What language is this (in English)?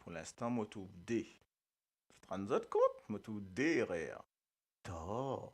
Morisyen